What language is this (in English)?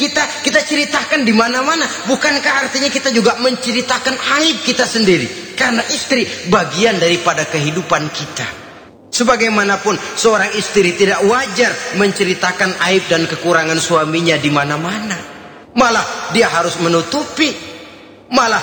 Indonesian